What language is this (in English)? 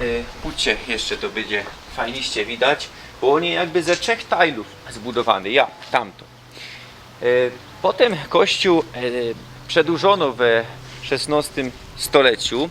Silesian